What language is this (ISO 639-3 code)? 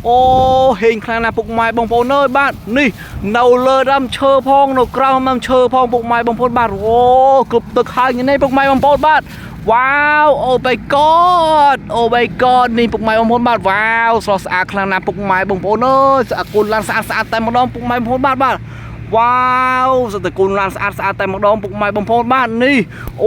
khm